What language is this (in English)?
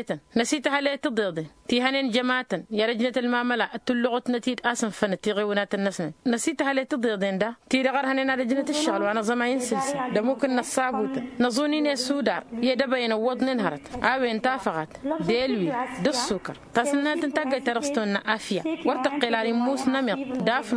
Tamasheq